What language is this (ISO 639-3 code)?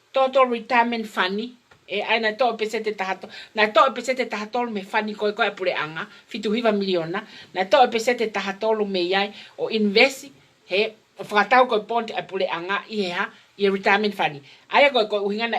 ton